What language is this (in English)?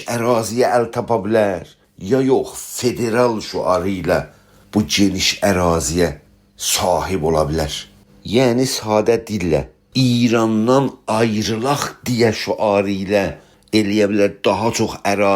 South Azerbaijani